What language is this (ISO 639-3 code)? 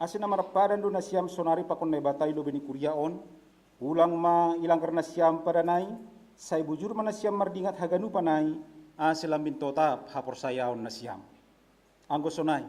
bts